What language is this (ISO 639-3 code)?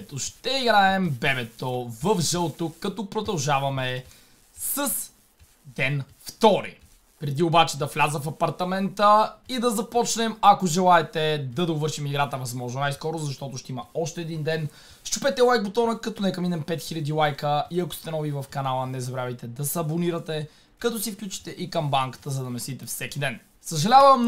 bul